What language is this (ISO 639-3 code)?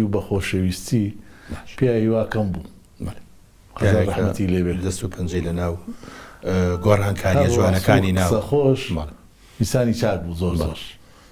ckb